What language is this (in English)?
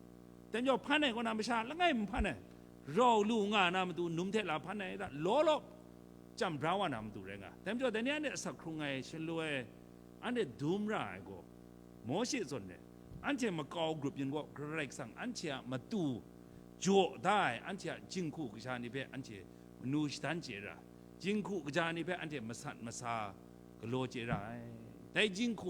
Kachin